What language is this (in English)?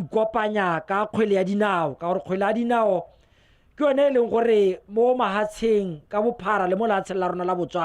Tswana